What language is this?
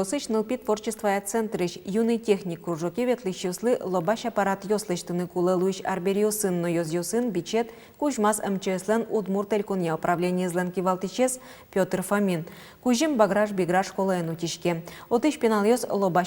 Udmurt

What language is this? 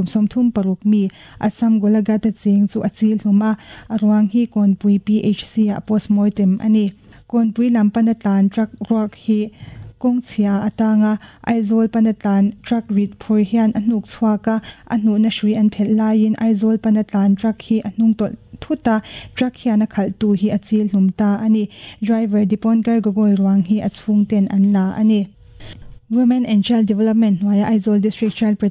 Mizo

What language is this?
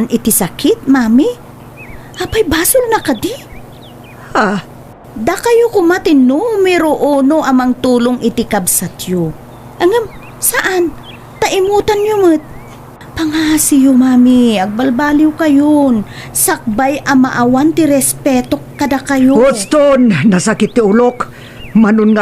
Iloko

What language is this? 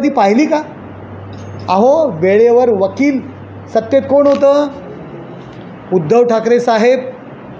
Marathi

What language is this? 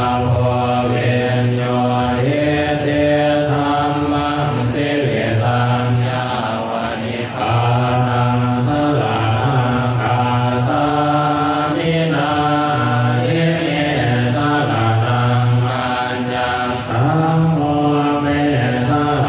Pali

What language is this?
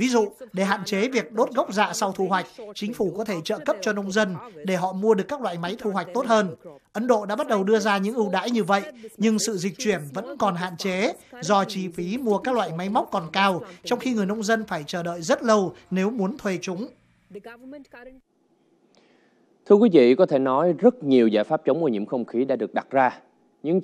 Vietnamese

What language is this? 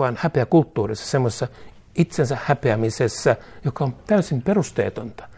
Finnish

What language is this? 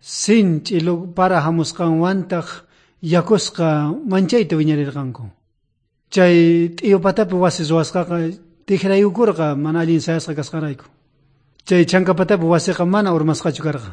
South Bolivian Quechua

